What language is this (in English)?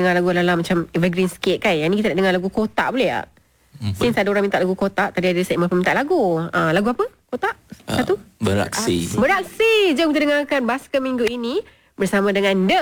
Malay